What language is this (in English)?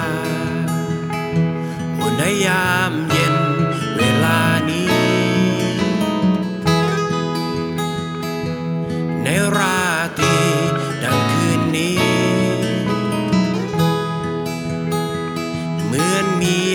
Thai